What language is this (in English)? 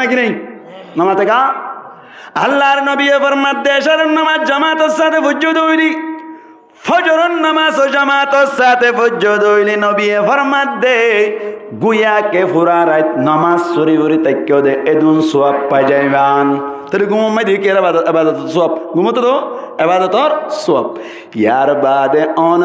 Rohingya